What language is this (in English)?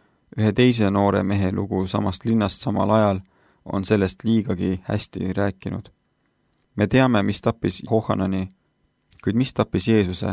Estonian